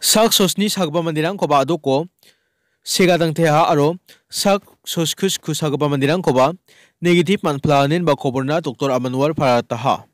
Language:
Garo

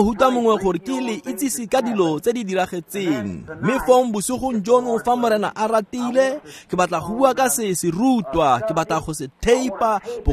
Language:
Tswana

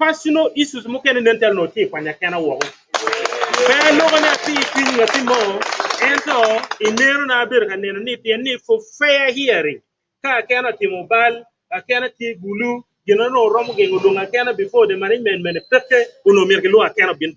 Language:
Acoli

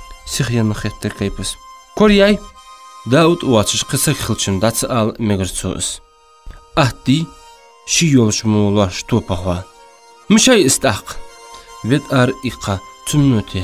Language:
Ingush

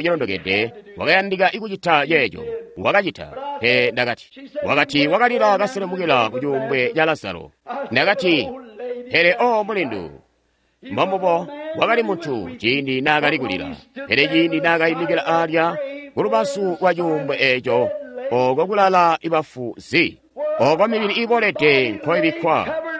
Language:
Tonga (Zambia)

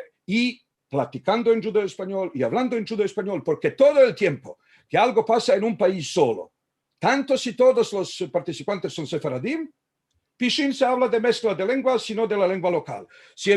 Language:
Ladino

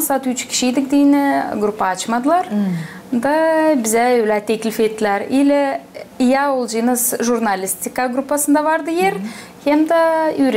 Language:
Gagauz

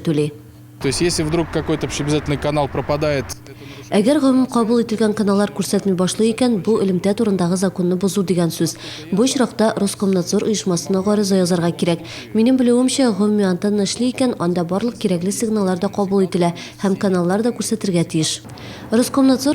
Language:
Tatar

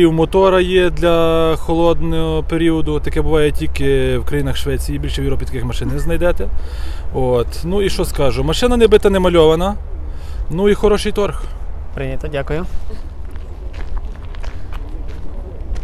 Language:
Ukrainian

